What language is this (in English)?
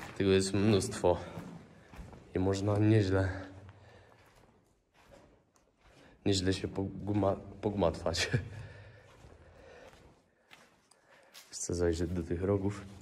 Polish